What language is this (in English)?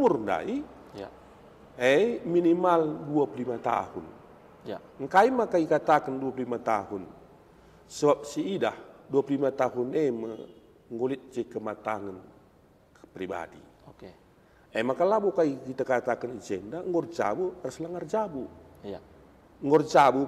Batak Karo